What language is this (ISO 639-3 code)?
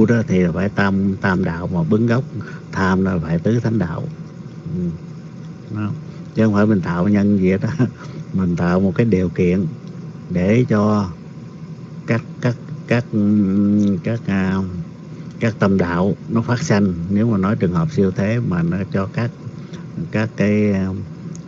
vie